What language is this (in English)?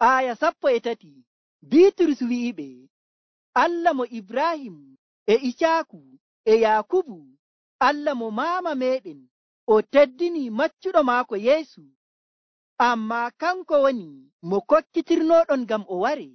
Nigerian Fulfulde